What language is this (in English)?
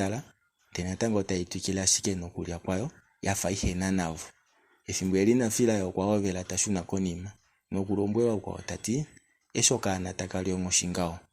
Kuanyama